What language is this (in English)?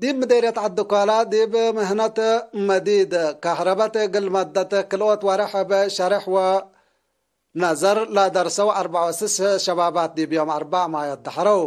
Tigre